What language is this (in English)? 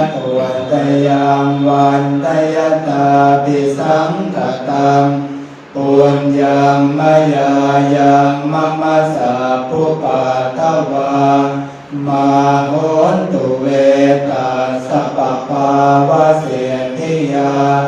Pali